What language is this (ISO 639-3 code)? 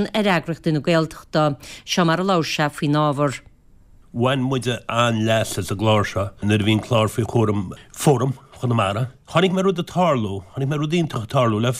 gle